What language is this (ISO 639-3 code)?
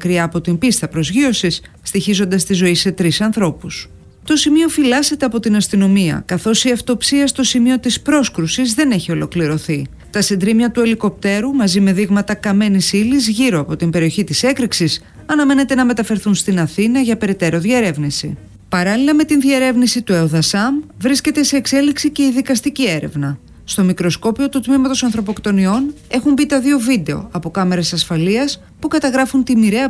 ell